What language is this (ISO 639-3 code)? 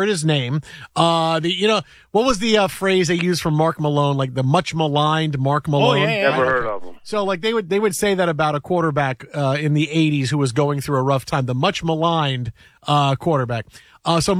eng